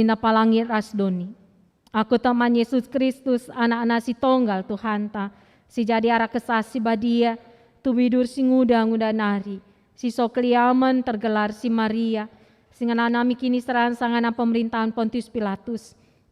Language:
Batak Karo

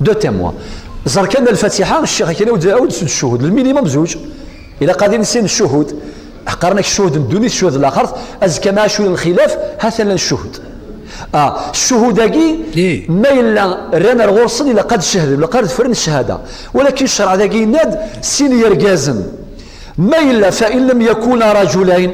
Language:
Kabyle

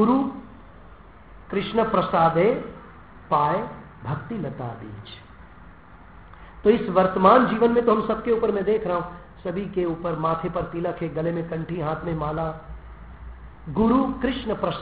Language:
Hindi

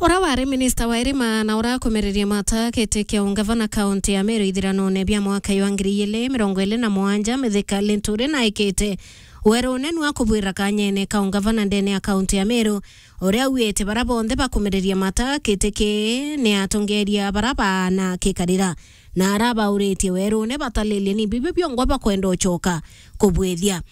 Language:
Meru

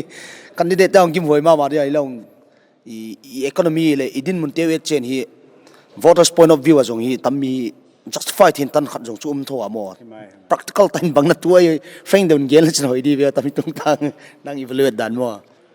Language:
Paite Chin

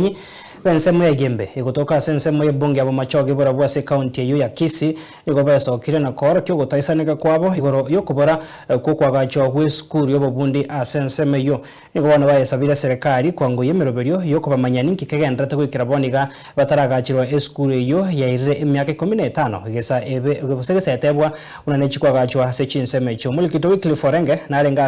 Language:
Gusii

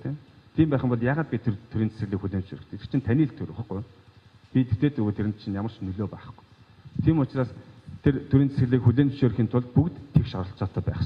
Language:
Mongolian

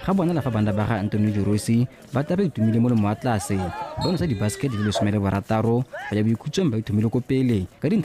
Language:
Tswana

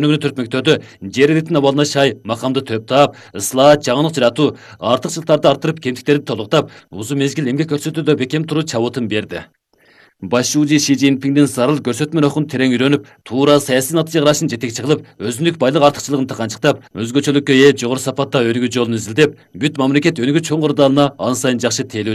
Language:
Kyrgyz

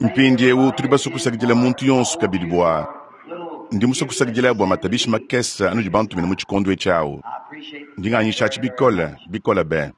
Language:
Luba-Lulua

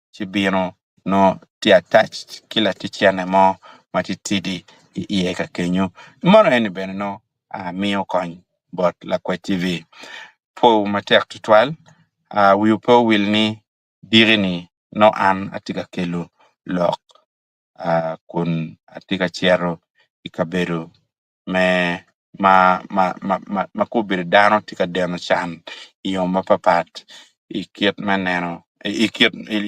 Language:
Acoli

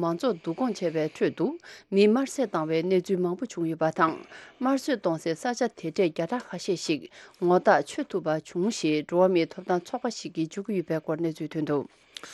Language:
Tibetan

